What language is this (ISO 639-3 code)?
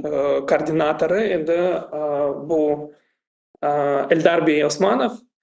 crh